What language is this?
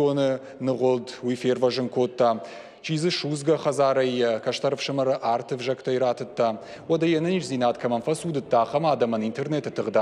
Ossetic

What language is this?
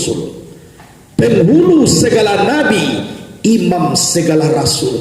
Minangkabau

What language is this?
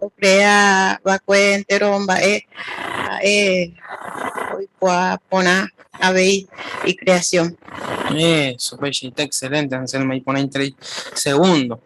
Guarani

